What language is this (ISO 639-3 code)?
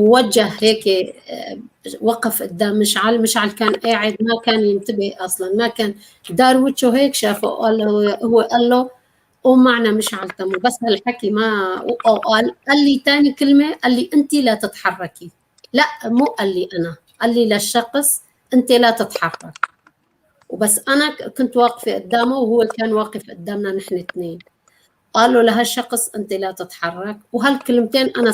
apc